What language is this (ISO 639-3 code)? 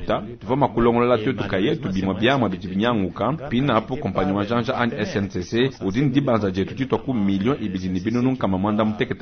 lua